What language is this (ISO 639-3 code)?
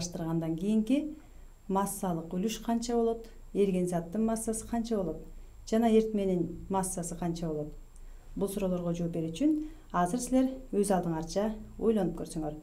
kir